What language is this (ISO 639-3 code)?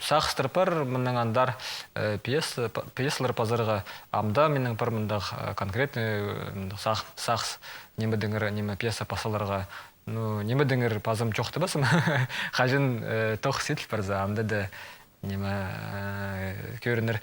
kjh